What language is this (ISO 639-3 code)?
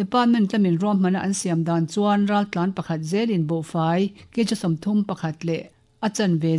lus